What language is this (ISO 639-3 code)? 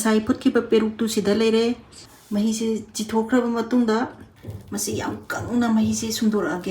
mni